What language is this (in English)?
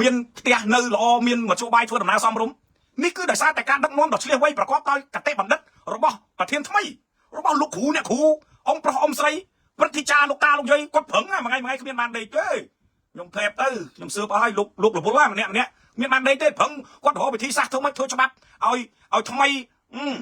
Khmer